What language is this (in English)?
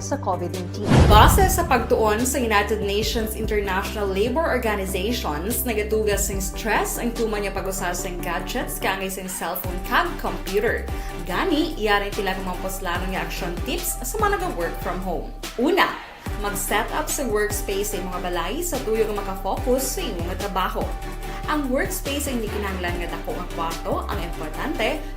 Hiligaynon